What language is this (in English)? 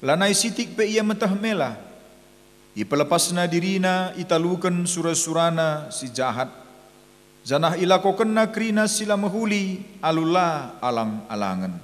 Batak Karo